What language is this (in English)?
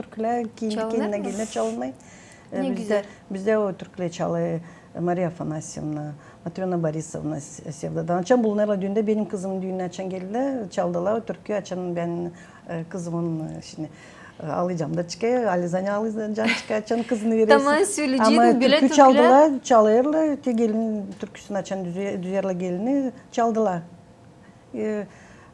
Gagauz